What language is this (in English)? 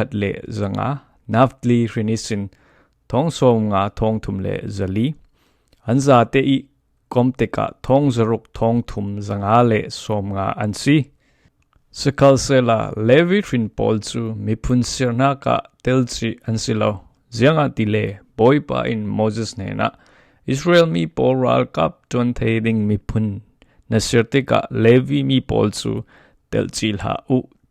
Falam Chin